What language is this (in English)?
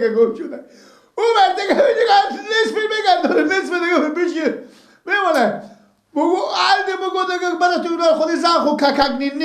Persian